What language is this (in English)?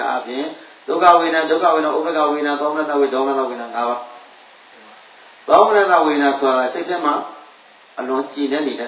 Burmese